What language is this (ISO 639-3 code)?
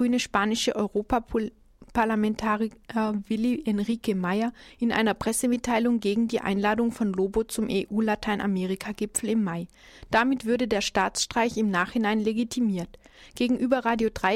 deu